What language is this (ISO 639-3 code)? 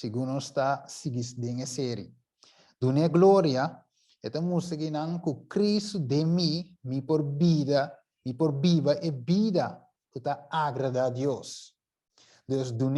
pap